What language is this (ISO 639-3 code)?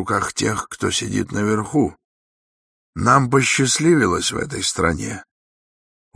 rus